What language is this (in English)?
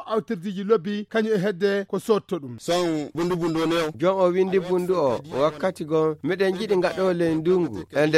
Nigerian Fulfulde